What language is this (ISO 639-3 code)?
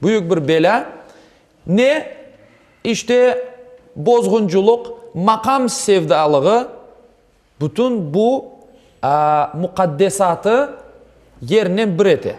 crh